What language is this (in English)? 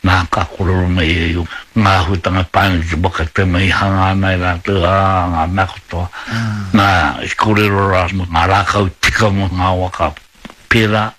Māori